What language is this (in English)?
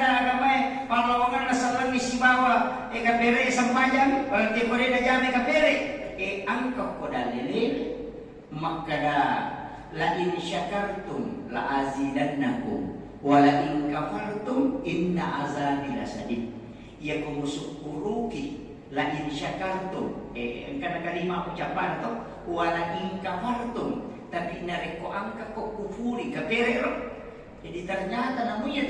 Buginese